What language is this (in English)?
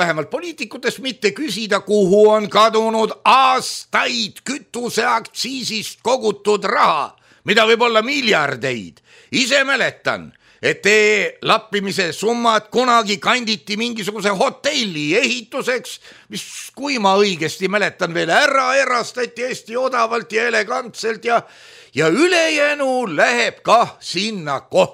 Estonian